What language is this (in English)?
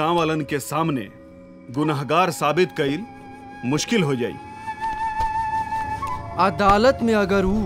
Bhojpuri